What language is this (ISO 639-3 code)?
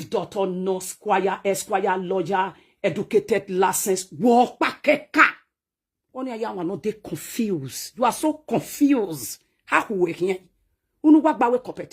pcm